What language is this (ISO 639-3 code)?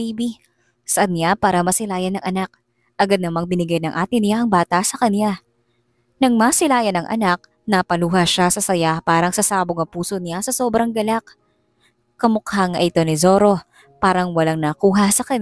fil